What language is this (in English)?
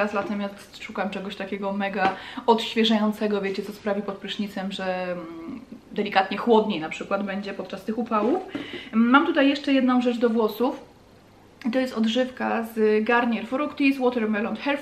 Polish